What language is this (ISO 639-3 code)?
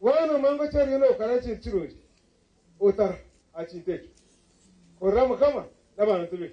nyn